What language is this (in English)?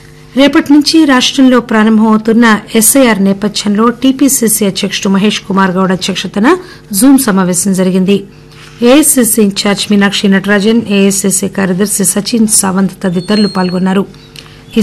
Telugu